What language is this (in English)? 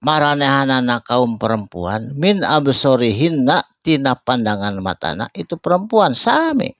Sundanese